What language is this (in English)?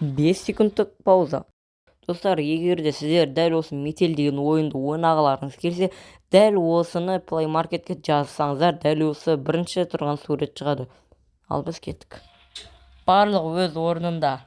Kazakh